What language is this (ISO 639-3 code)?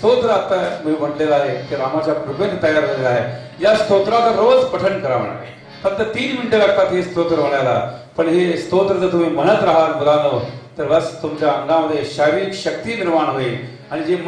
mar